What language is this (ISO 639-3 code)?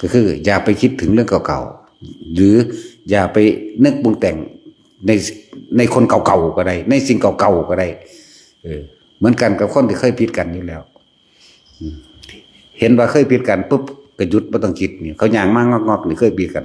tts